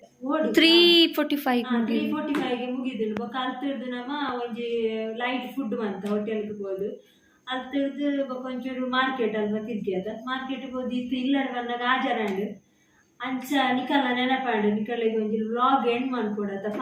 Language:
Tulu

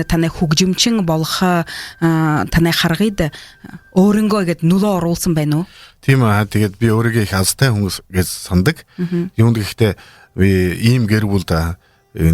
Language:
Buriat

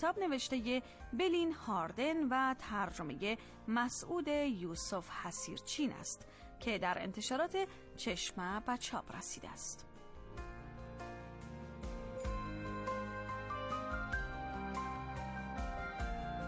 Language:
Persian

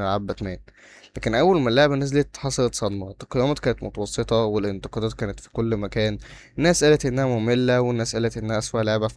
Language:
Egyptian Arabic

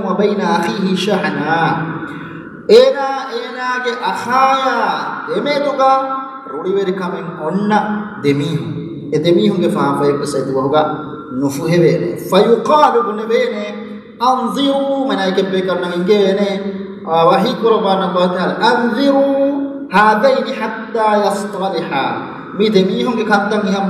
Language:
Divehi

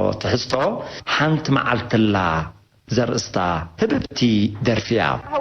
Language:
Tigrinya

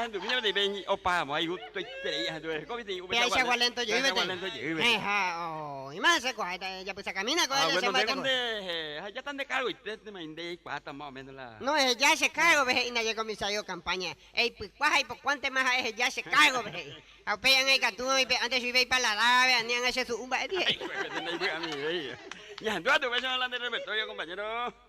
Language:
Guarani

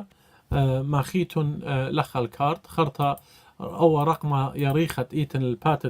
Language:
Assyrian Neo-Aramaic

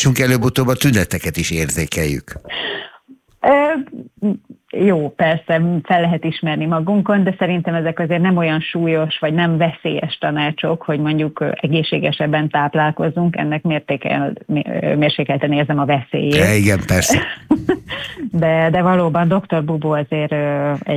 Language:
Hungarian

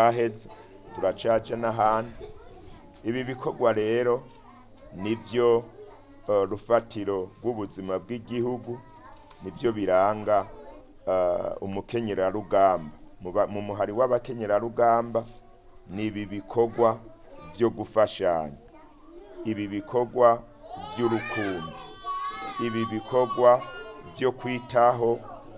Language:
Rundi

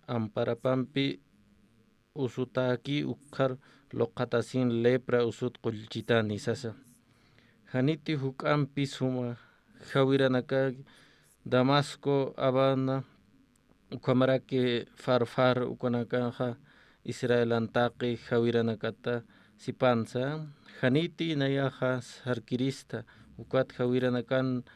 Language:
Aymara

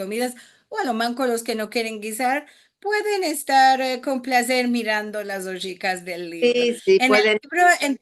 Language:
Ladino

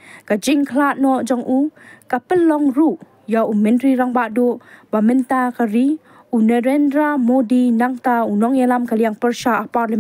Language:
Khasi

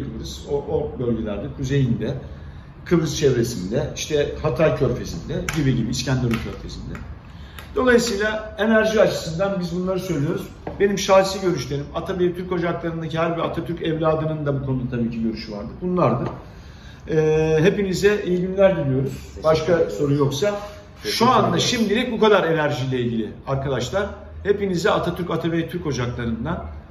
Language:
Turkish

